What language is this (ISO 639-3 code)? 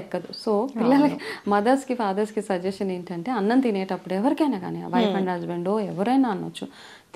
tel